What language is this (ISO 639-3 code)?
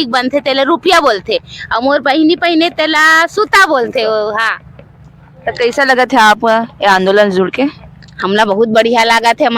hne